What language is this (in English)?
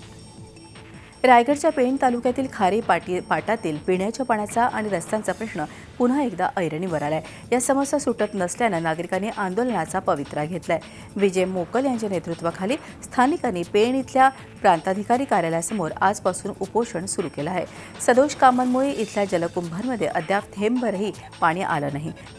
Marathi